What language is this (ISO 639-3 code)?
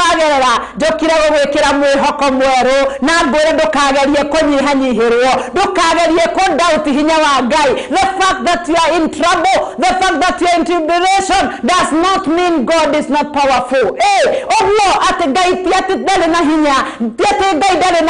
kik